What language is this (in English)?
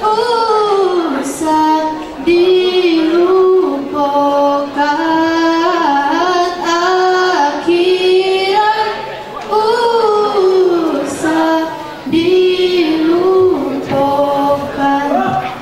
Minangkabau